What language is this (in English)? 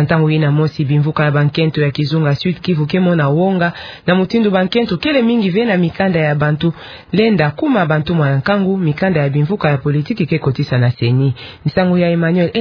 Kituba (Democratic Republic of Congo)